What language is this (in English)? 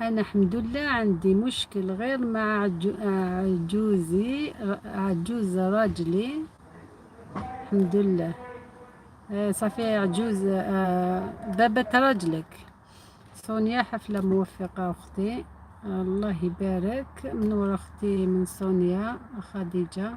Algerian Arabic